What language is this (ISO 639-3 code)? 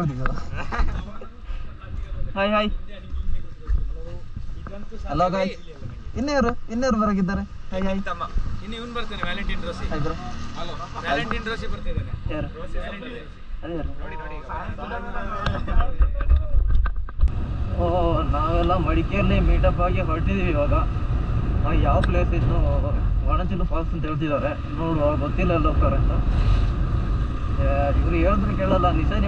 kan